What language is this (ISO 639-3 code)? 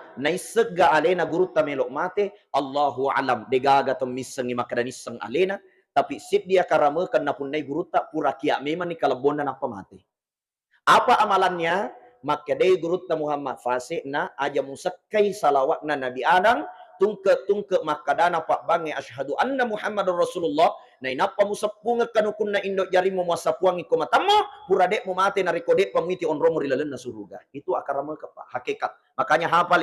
bug